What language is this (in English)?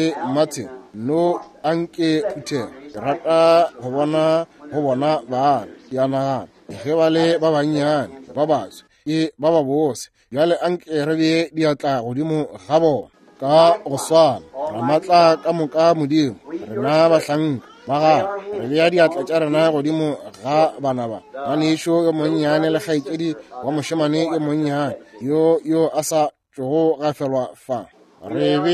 Northern Sotho